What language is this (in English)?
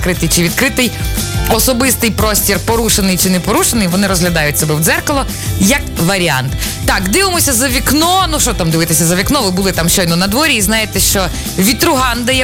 Ukrainian